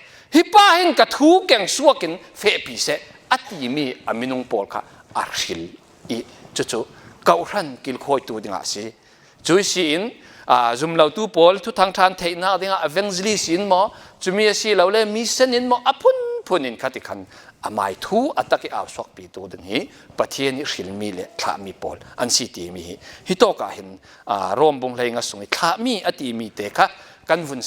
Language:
Falam Chin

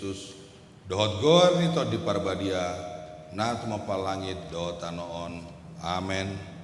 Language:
Batak Toba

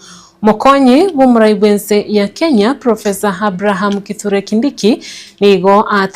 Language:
Gusii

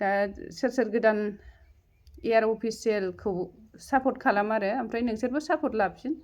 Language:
Bodo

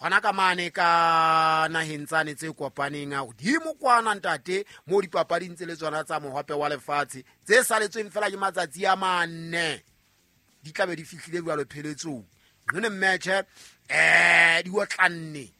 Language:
Southern Sotho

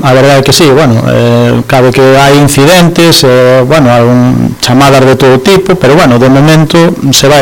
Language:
Galician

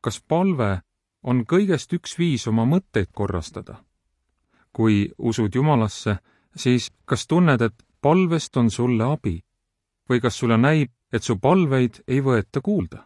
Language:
Estonian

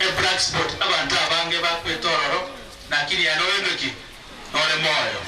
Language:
Gusii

